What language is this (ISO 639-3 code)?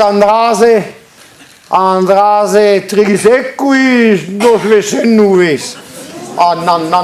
bre